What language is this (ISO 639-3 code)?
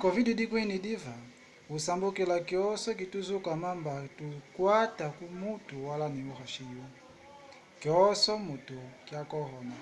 kmb